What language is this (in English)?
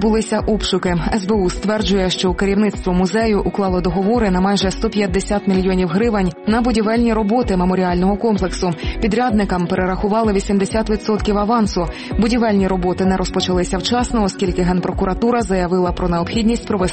Ukrainian